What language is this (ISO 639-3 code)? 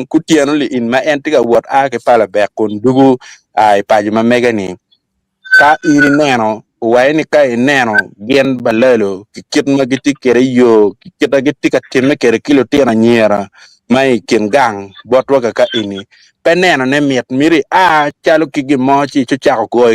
ach